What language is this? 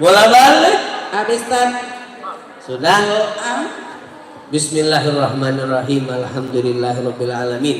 Musi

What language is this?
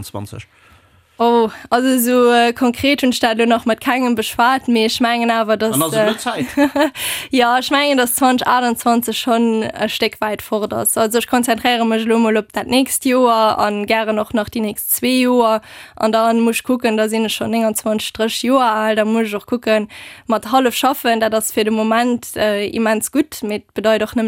Luxembourgish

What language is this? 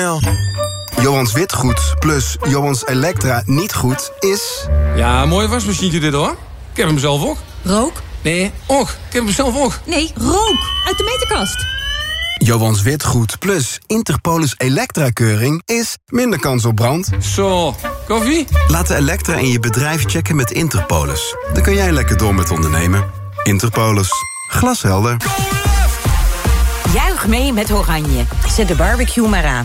Dutch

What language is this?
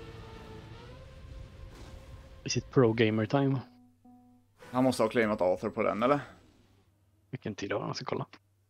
Swedish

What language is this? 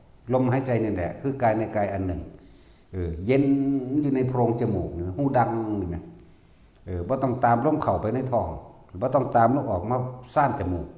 Northeastern Thai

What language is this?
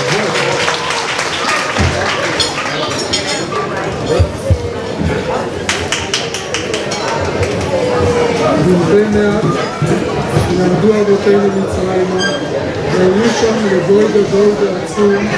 Hebrew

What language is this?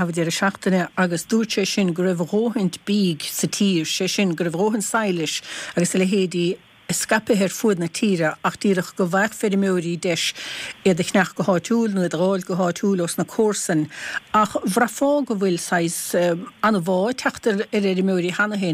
Irish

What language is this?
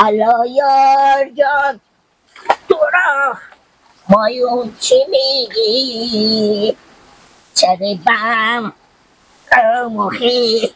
Hazaragi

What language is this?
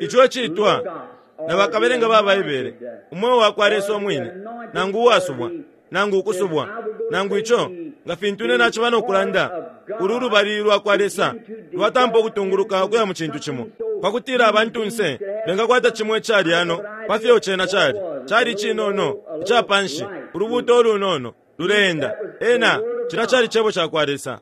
Bemba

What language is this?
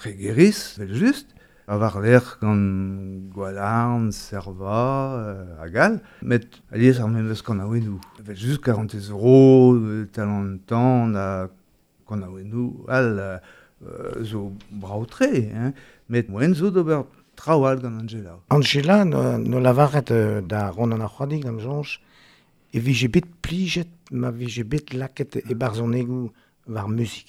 Breton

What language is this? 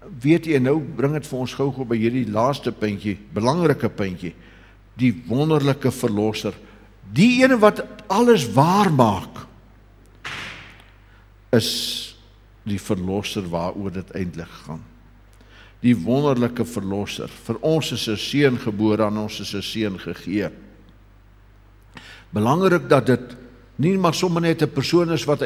Afrikaans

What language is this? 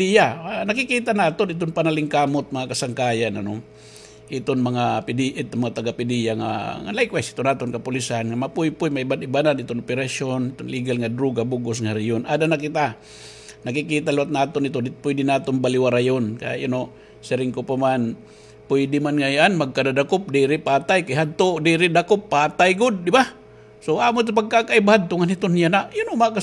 Waray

